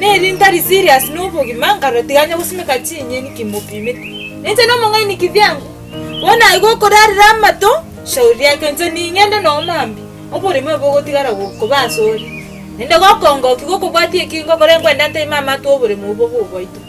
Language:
Gusii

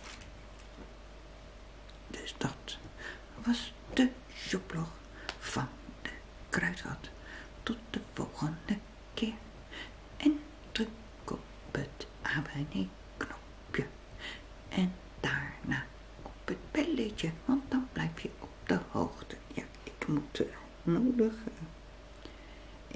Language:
Dutch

